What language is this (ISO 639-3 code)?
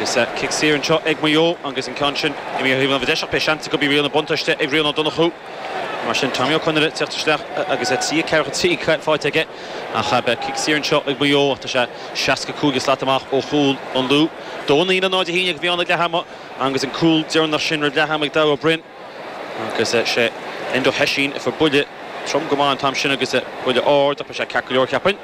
gle